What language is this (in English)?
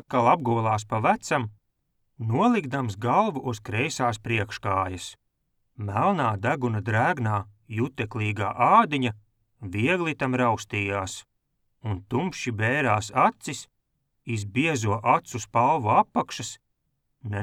Latvian